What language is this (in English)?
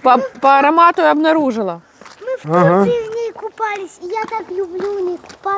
Russian